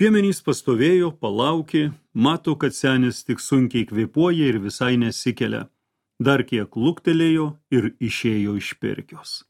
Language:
Lithuanian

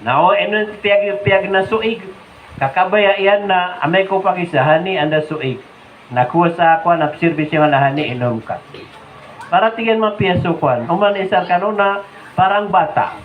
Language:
Maranao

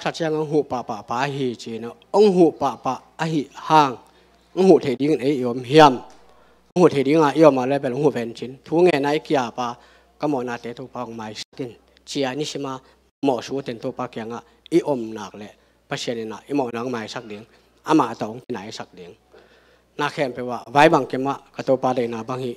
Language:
Tedim Chin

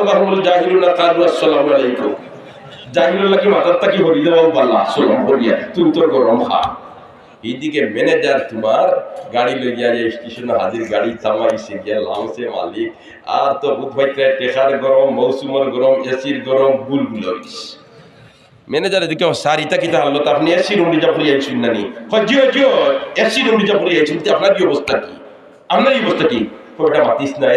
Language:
Sylheti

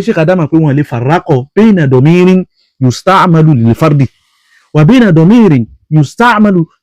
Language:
Yoruba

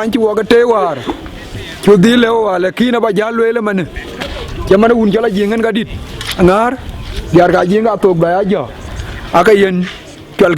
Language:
Dinka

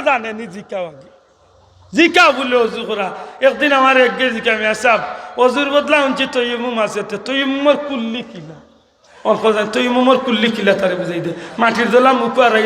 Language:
Sylheti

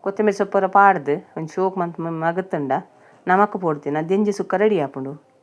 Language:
Tulu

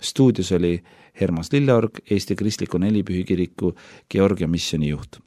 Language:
Estonian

